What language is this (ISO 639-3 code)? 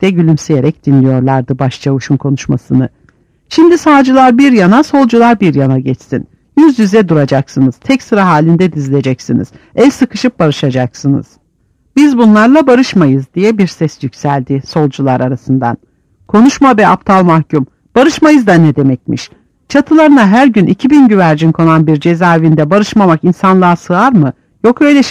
tur